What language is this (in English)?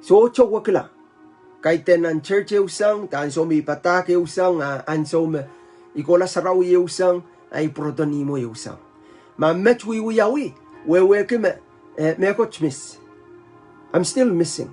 Pohnpeian